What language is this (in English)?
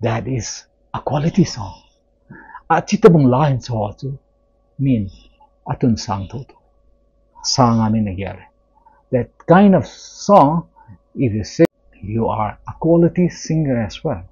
Thado Chin